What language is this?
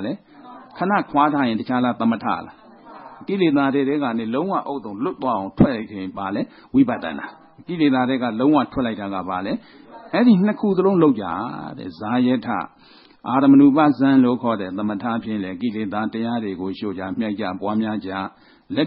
Burmese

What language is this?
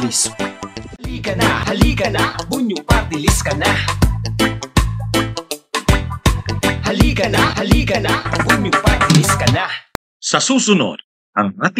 Filipino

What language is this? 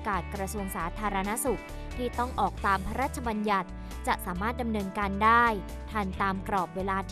Thai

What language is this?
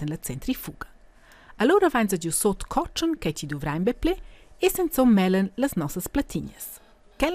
Romansh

